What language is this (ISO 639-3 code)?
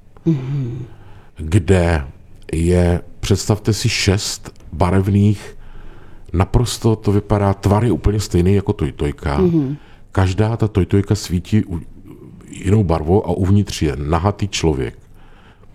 ces